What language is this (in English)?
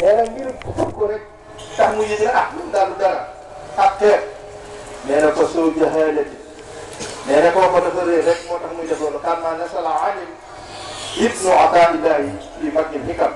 Wolof